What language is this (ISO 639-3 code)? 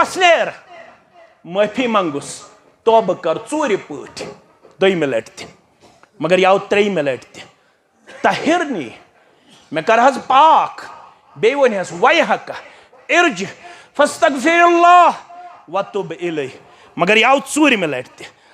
kas